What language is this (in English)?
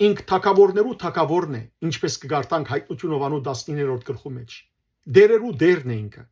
Western Armenian